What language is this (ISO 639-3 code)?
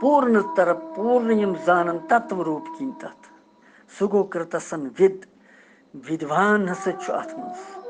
kas